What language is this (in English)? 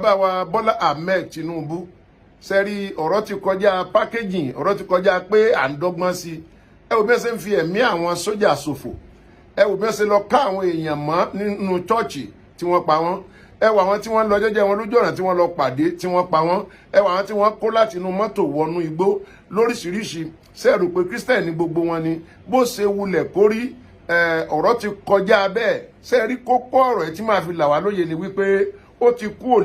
Yoruba